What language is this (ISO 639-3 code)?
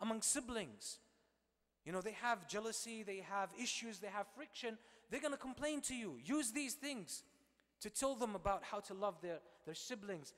eng